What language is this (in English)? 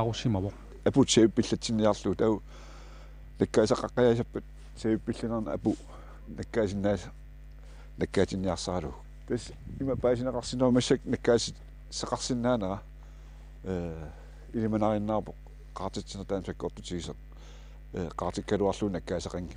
Kalaallisut